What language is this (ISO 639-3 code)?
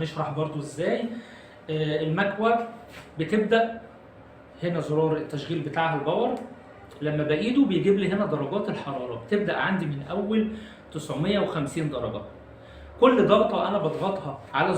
arz